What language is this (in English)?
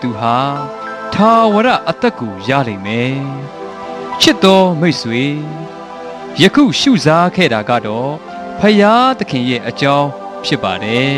Burmese